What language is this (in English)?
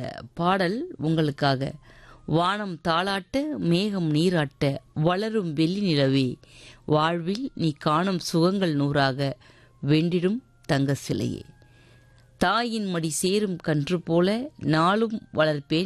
Tamil